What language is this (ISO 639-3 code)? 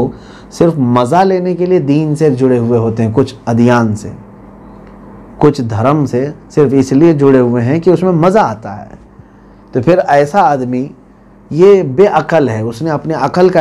urd